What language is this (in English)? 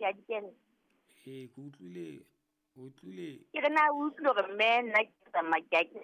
Southern Sotho